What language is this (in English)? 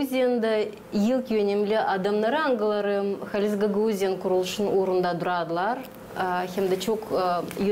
Gagauz